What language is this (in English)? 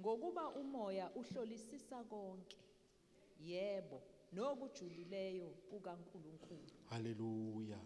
Zulu